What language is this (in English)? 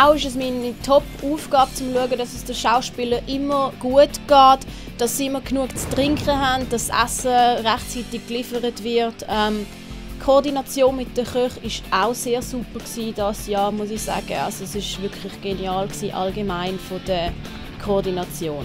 Swiss German